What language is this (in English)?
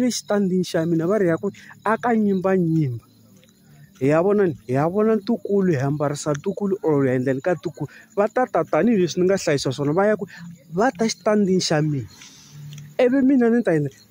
Tsonga